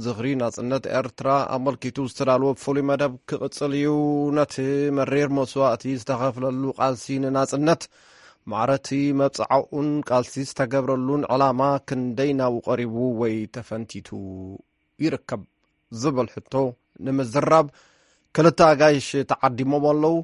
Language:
Tigrinya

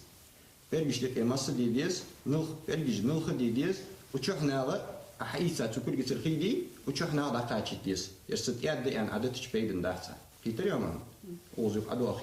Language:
Ingush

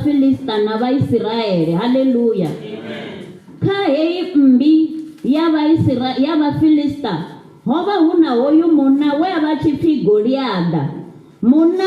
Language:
Venda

